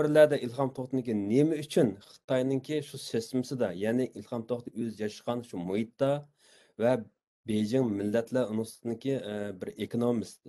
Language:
Uyghur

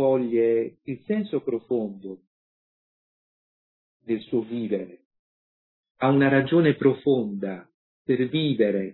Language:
Italian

